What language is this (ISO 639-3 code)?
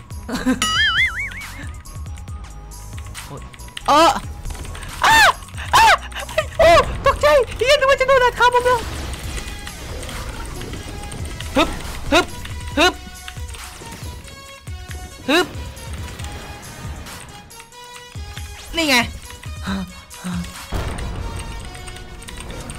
tha